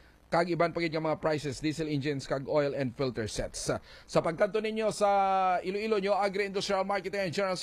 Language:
Hiligaynon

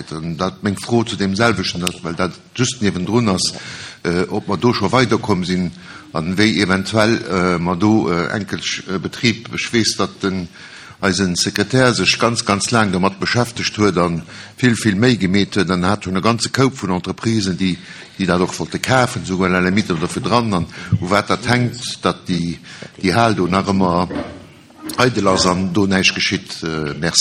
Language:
Luxembourgish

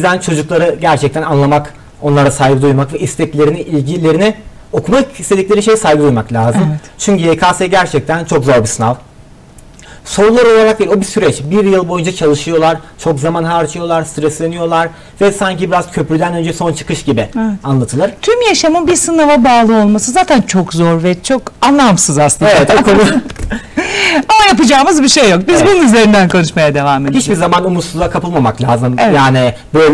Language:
Turkish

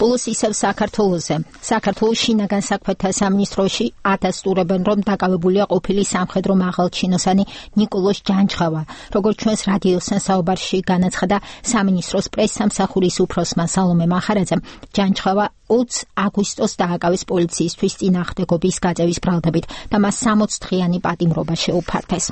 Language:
Georgian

